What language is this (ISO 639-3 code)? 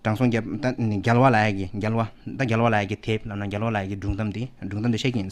bod